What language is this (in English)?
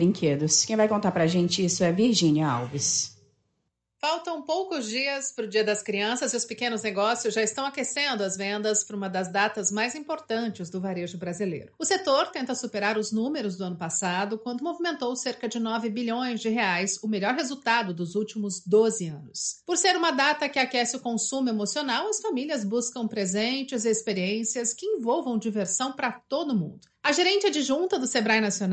Portuguese